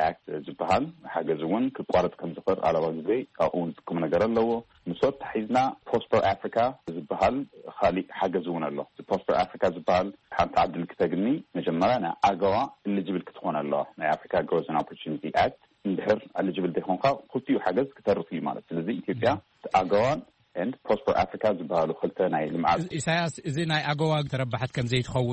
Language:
Tigrinya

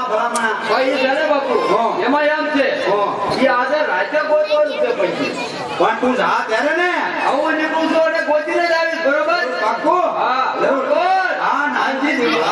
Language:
Gujarati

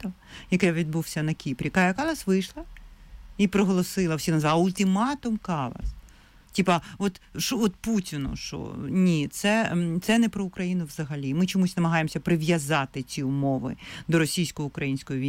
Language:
Ukrainian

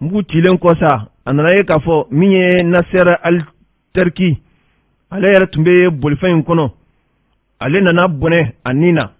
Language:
Bambara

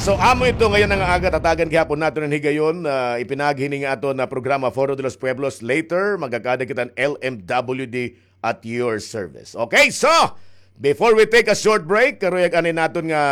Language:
Waray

